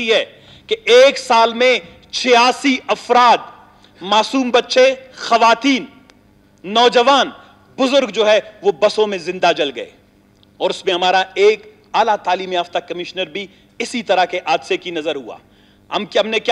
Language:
Urdu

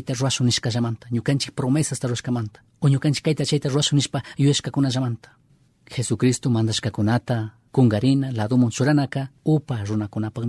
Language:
Chimborazo Highland Quichua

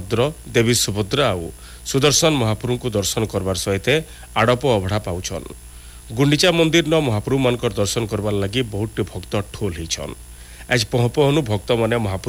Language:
Odia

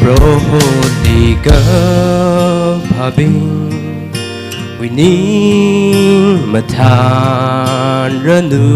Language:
Tangkhul Naga (India)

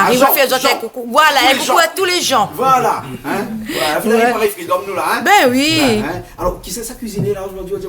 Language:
Réunion Creole French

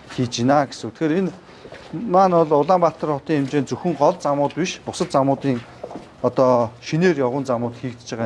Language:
Mongolian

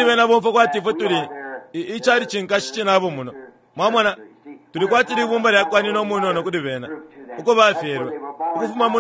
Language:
Bemba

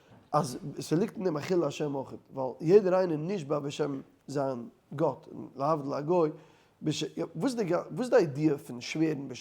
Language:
Yiddish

